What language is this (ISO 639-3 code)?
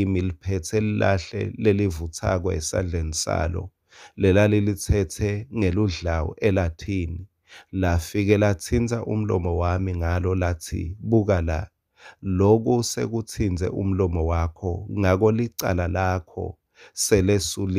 ssw